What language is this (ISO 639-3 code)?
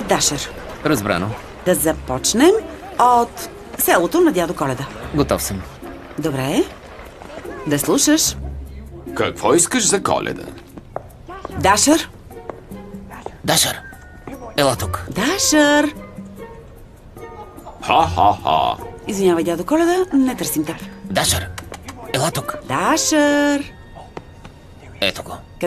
bul